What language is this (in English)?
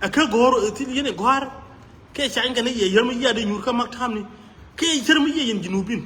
Nuer